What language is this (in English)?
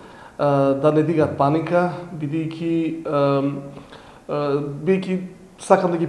Macedonian